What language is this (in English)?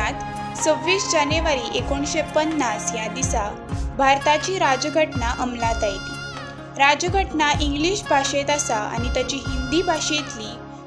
Konkani